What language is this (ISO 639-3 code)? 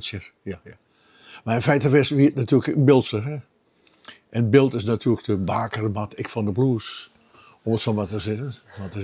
fry